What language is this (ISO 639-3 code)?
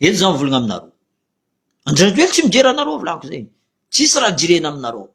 mlg